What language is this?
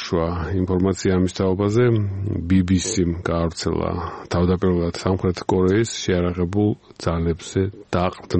Georgian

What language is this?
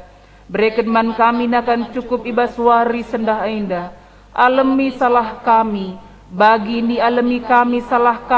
Batak Karo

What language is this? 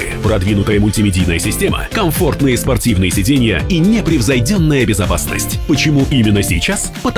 Russian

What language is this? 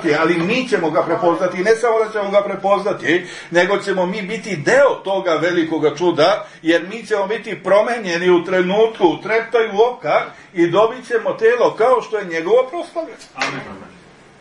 Serbian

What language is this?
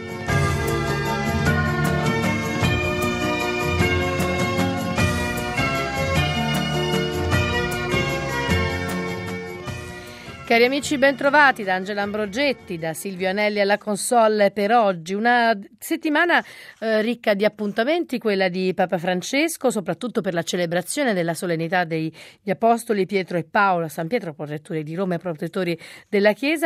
Italian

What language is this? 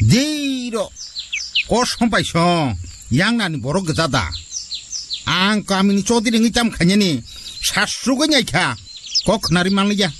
Kok Borok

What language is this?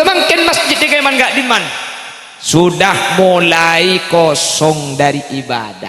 Madurese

